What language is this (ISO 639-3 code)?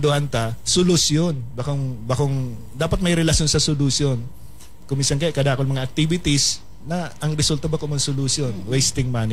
bik